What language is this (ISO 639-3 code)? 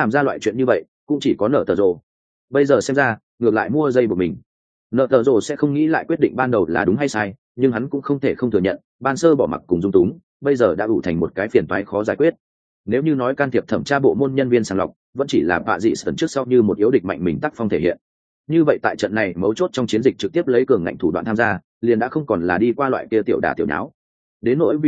vie